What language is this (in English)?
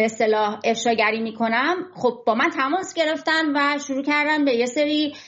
Persian